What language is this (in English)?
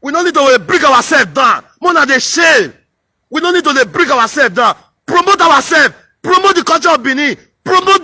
Nigerian Pidgin